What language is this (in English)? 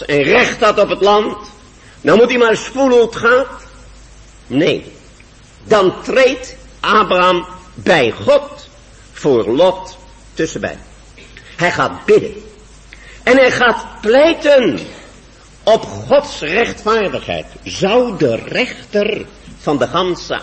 Dutch